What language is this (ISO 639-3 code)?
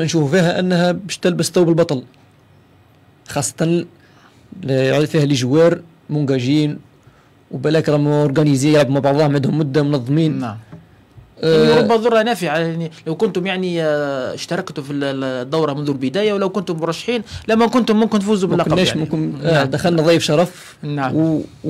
arq